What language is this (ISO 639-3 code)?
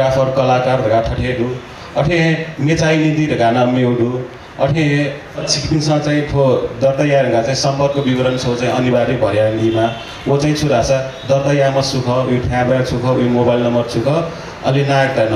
new